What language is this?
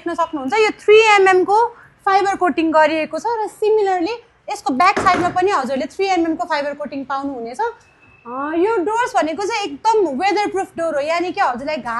Nepali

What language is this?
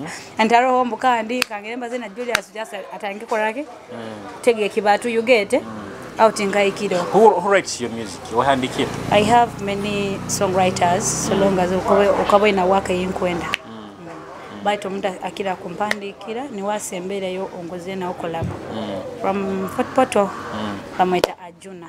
Nyoro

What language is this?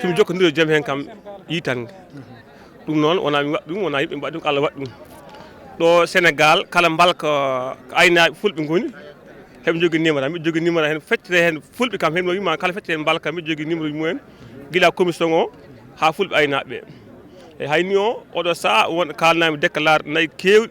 Fula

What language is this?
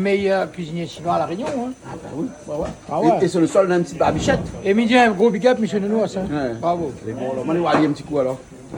Réunion Creole French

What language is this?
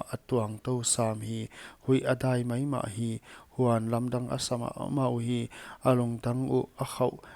Paite Chin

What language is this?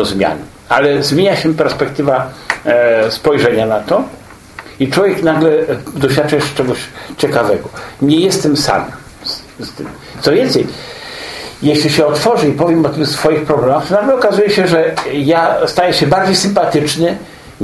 Polish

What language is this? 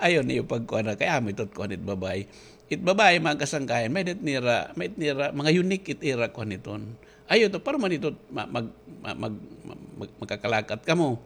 Waray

